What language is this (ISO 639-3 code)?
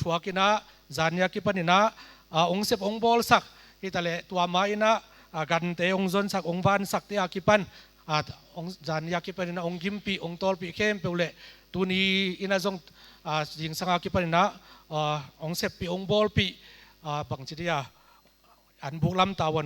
ctd